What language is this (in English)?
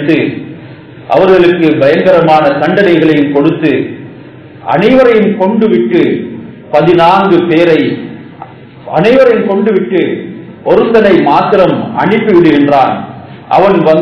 Tamil